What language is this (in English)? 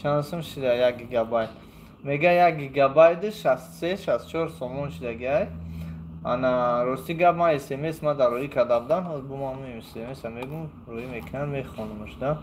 Tajik